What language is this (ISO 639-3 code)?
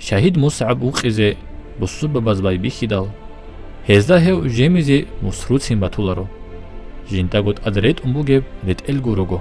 ava